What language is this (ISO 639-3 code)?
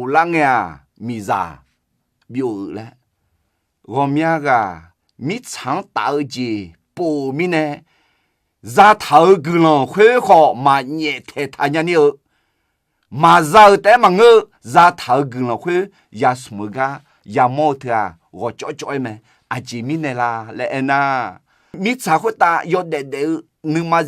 ahk